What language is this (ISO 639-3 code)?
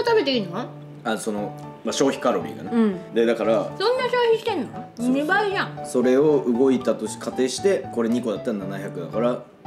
jpn